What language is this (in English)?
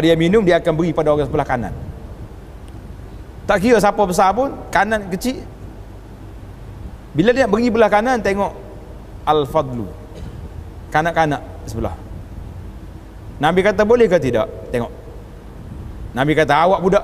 Malay